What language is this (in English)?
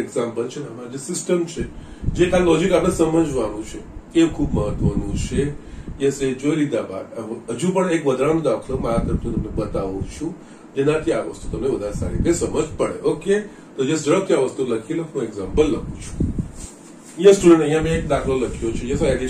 Gujarati